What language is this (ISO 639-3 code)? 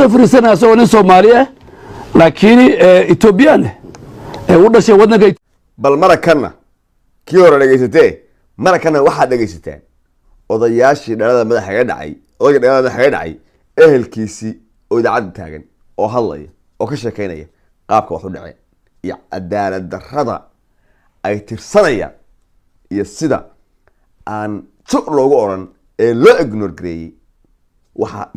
som